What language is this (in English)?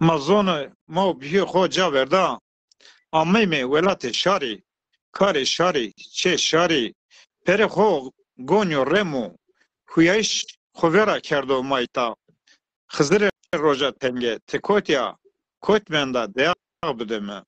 Zaza